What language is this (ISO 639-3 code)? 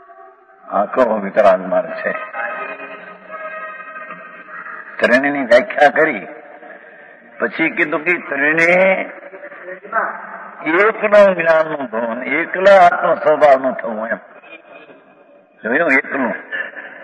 guj